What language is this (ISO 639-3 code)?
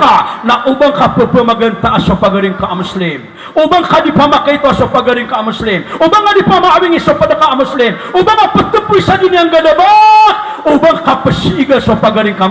mrw